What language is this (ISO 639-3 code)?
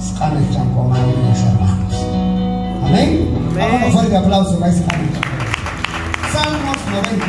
kjb